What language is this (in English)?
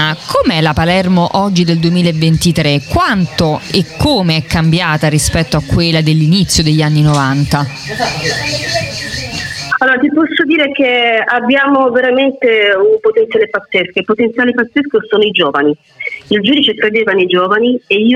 Italian